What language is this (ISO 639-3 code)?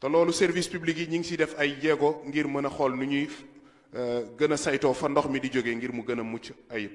wol